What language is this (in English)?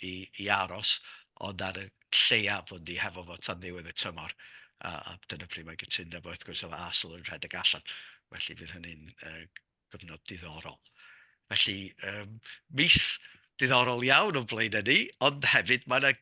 Welsh